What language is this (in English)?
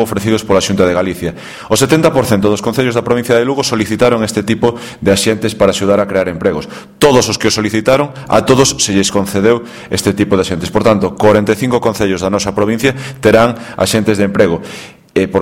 Galician